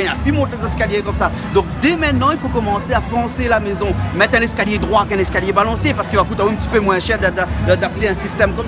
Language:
Réunion Creole French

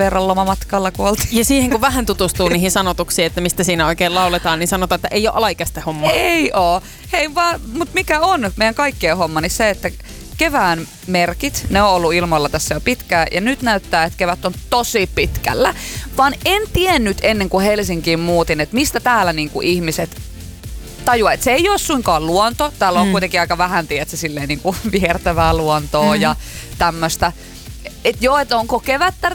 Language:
Finnish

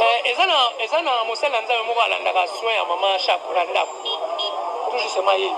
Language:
Lingala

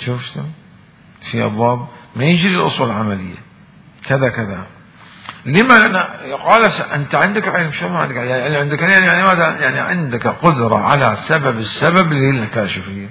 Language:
Mesopotamian Arabic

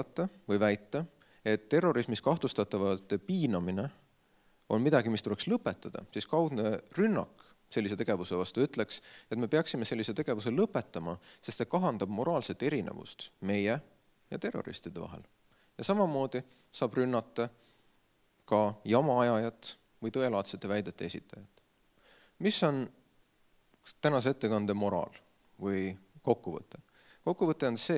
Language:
Estonian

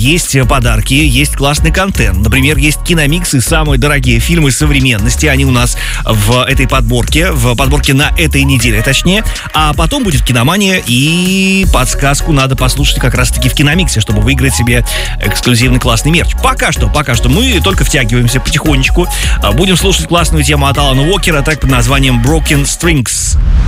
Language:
Russian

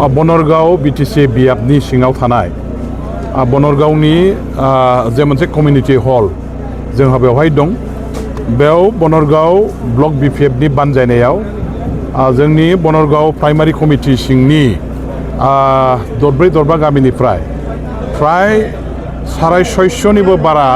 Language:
Bodo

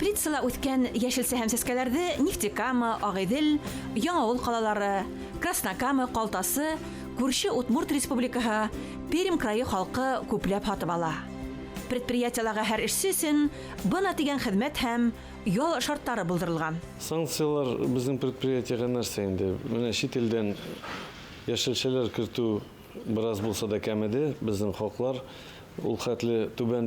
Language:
Bashkir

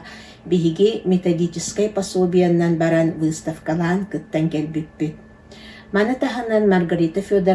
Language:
Yakut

